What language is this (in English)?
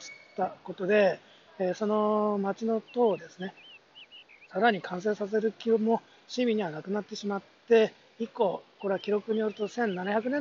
Japanese